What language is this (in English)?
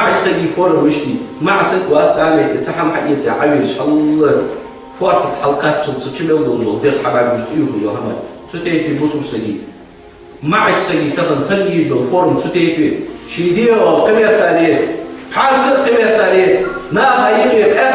Ingush